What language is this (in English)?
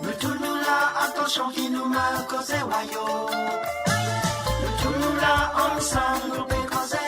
Morisyen